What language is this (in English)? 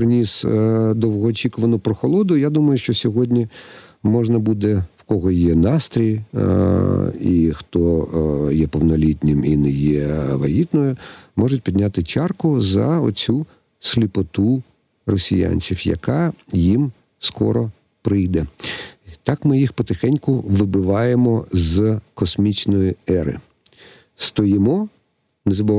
Ukrainian